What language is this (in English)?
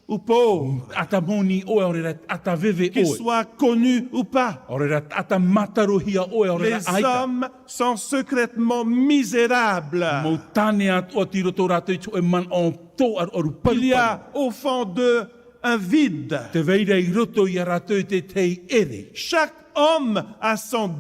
Tahitian